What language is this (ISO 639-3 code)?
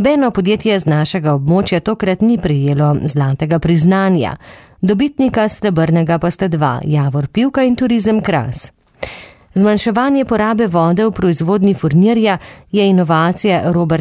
slv